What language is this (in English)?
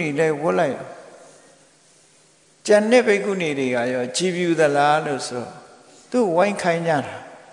Burmese